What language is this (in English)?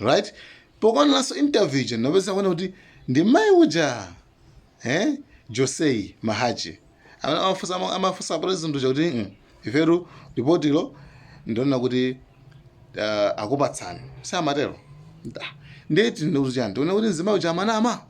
Nyanja